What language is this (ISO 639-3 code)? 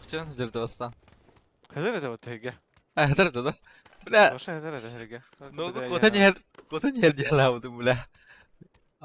sah